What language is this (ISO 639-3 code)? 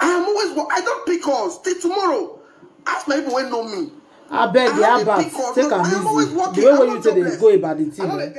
pcm